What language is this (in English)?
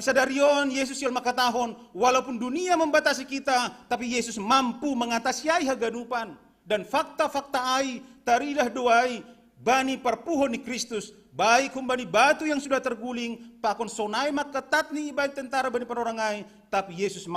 Batak Simalungun